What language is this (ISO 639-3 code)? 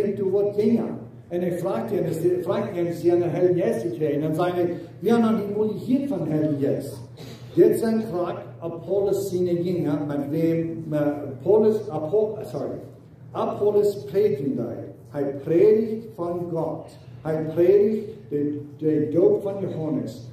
pdt